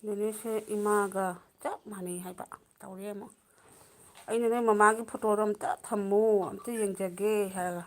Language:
Manipuri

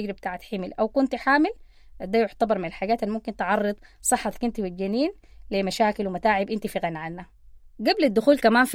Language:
Sudanese Arabic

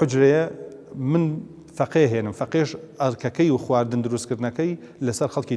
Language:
Central Kurdish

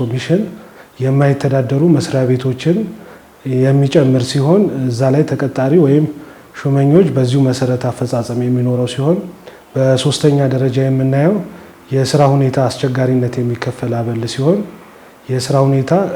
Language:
Amharic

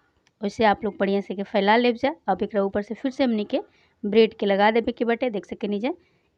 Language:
Bhojpuri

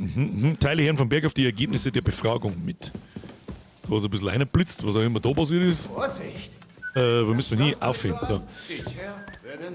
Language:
Bavarian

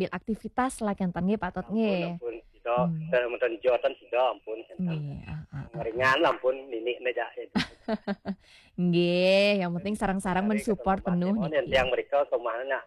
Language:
Balinese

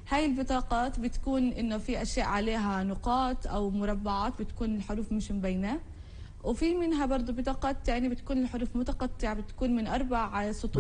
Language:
North Levantine Arabic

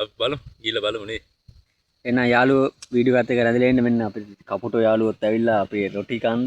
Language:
Sinhala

